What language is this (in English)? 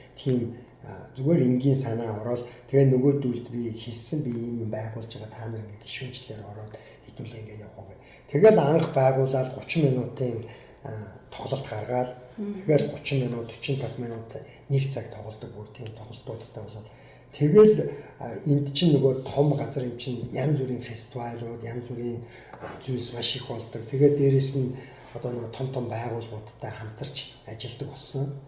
Mongolian